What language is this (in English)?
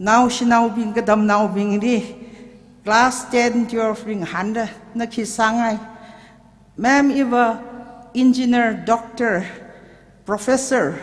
Tangkhul Naga (India)